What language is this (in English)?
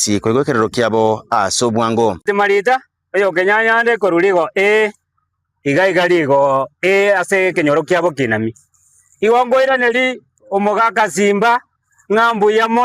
Gusii